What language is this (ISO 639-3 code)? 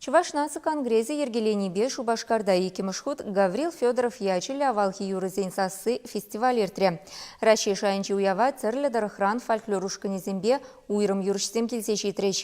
chv